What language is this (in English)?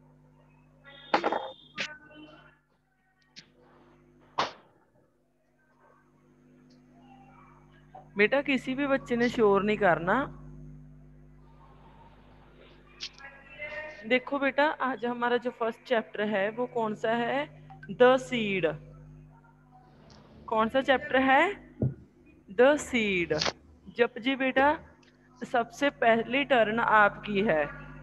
Hindi